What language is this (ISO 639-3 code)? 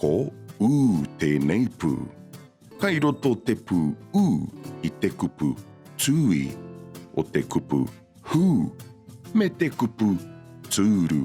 mri